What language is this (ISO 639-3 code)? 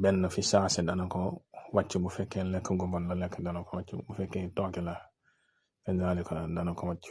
wol